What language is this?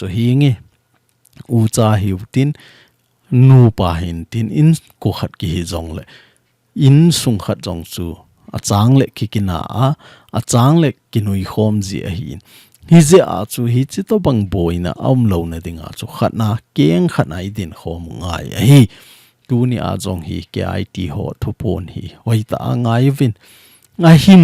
Thado Chin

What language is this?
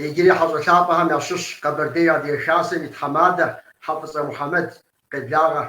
Kabardian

